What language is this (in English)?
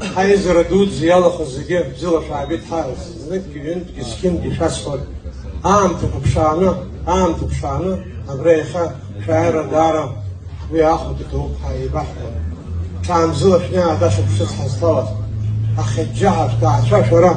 Abkhazian